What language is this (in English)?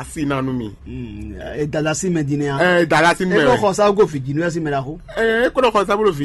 Fon